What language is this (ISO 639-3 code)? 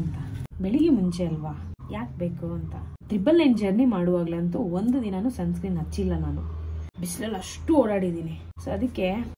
kan